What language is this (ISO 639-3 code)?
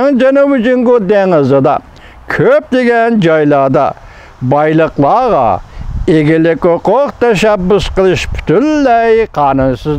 uig